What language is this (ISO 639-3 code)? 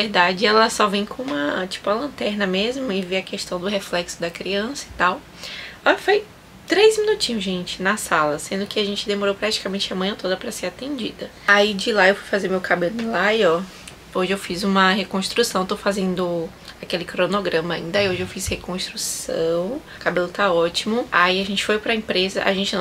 por